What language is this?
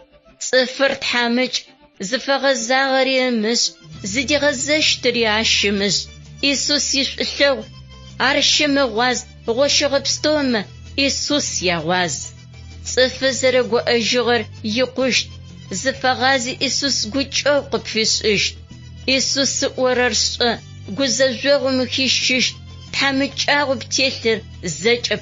Adyghe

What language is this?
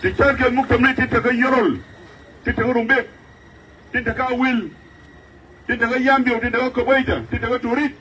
Nuer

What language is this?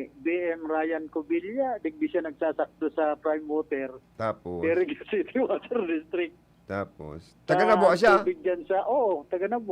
Bikol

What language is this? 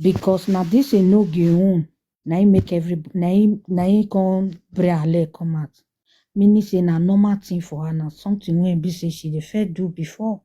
Nigerian Pidgin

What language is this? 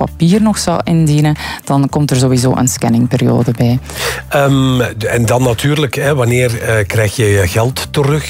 Dutch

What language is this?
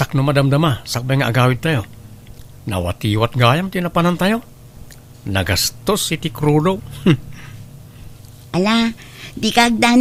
Iloko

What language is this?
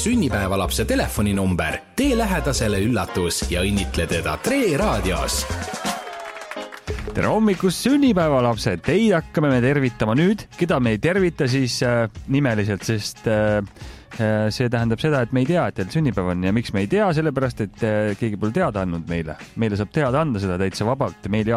Estonian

